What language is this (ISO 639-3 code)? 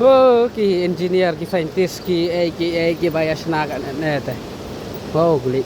kha